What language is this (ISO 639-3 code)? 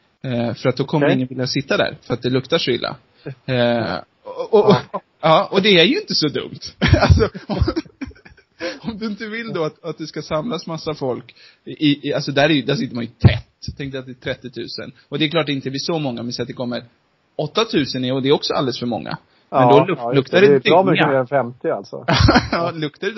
swe